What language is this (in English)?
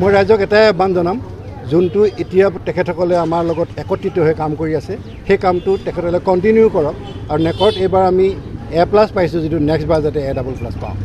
Assamese